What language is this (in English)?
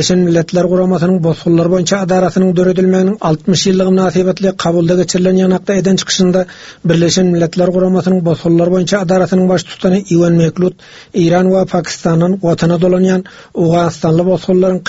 Turkmen